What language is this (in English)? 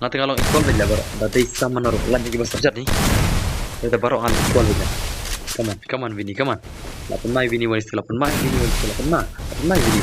Khasi